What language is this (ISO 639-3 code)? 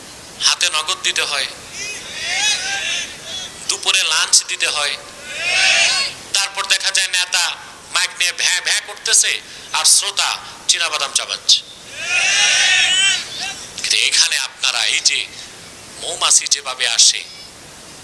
ben